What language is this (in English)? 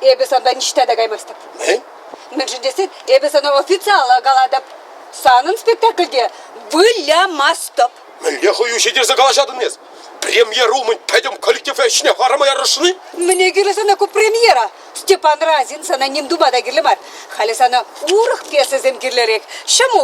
Chuvash